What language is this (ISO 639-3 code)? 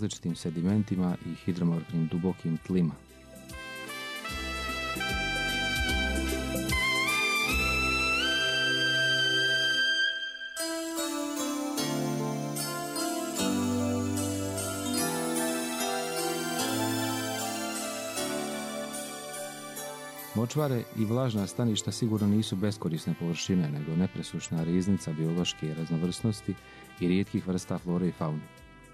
hrv